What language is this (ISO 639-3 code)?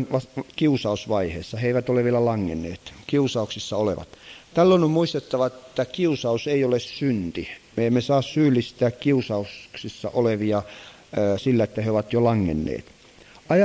fin